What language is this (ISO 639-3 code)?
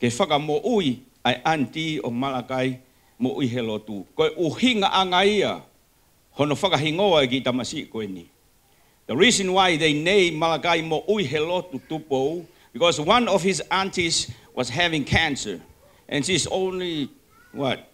ton